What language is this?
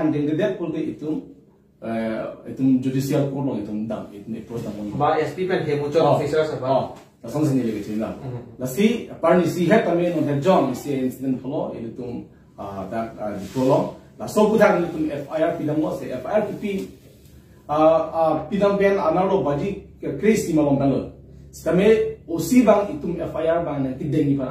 Karbi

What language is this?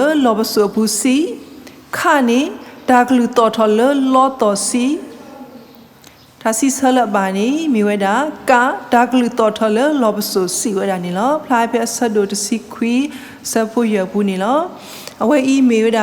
S'gaw Karen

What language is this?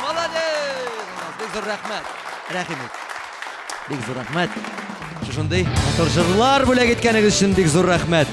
Tatar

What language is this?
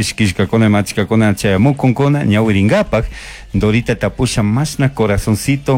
Chimborazo Highland Quichua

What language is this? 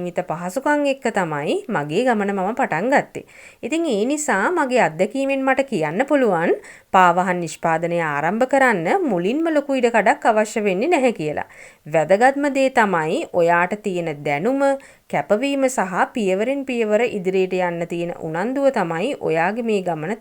Sinhala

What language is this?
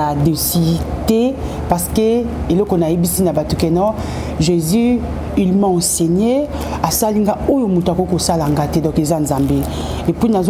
Lingala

